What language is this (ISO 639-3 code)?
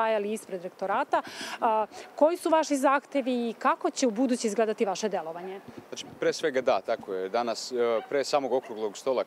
srp